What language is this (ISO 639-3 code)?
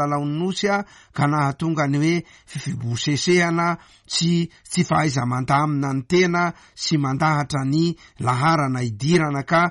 mlg